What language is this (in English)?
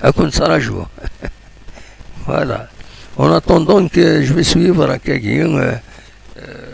Kabyle